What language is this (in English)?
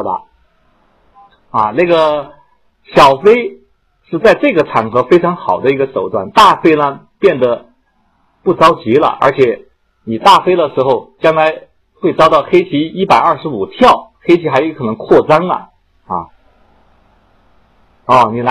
Chinese